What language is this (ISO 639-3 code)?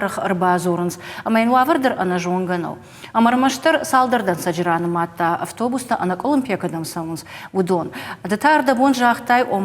oss